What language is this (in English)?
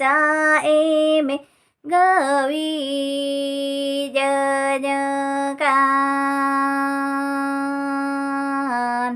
Santali